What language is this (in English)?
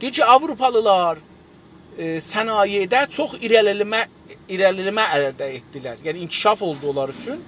South Azerbaijani